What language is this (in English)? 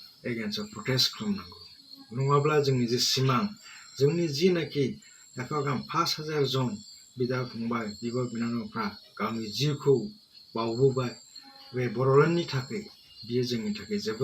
Bodo